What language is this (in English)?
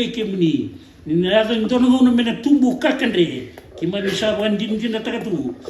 Fijian